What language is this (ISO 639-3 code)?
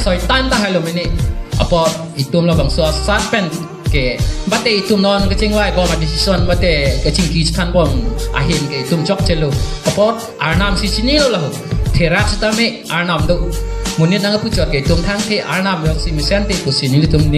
mjw